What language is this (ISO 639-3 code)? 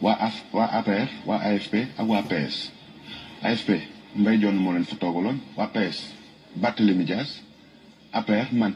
wol